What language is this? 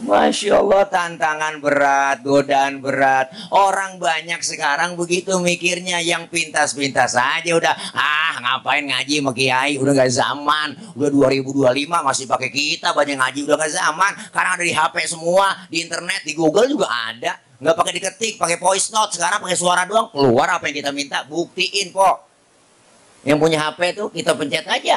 Betawi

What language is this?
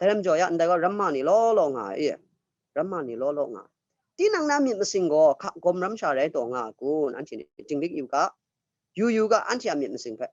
Kachin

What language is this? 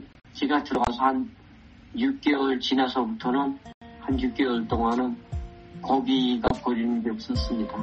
Korean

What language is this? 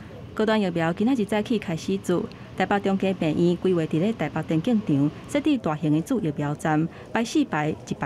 Min Nan Chinese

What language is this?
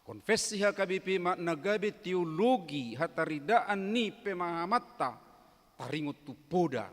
Batak Toba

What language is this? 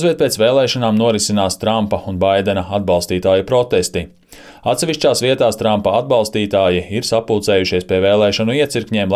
Latvian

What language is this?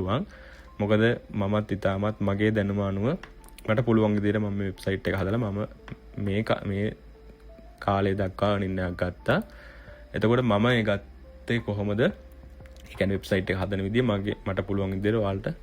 Sinhala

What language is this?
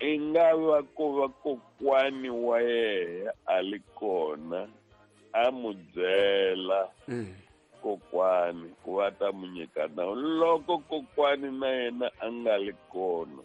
Tsonga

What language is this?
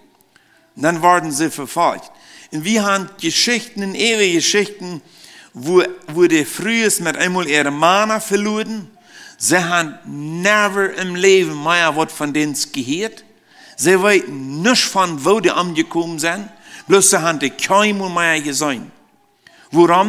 Plautdietsch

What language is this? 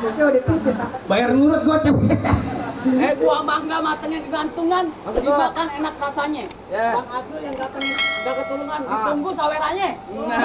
Betawi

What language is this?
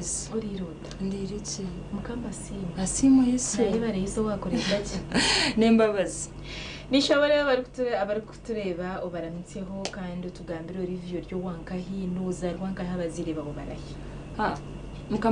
Nyankole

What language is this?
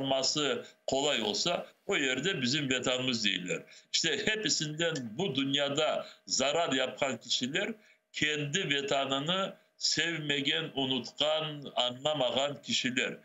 Crimean Tatar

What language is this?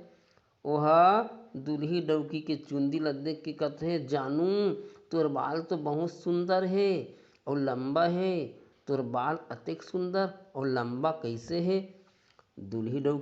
Chhattisgarhi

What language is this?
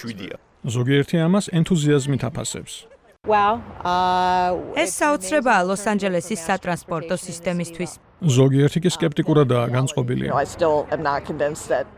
Georgian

